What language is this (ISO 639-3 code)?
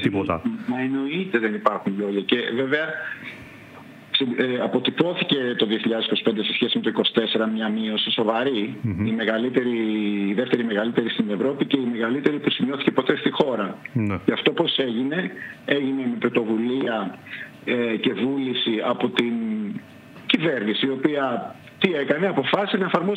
ell